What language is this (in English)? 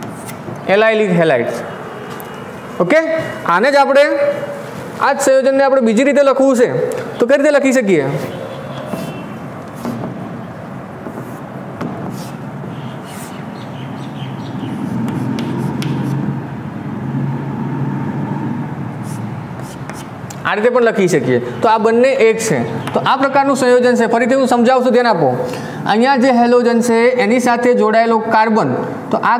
Gujarati